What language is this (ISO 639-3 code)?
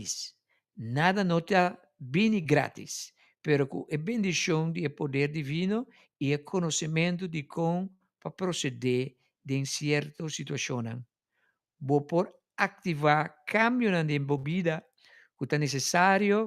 pap